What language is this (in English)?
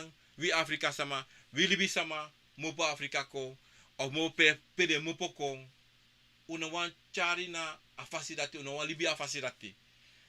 Sranan Tongo